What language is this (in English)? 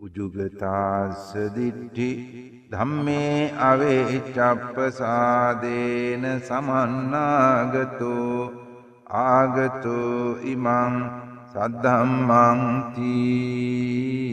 Sinhala